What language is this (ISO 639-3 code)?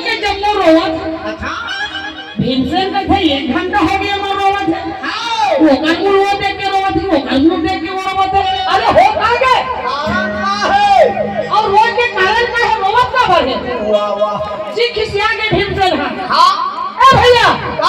hne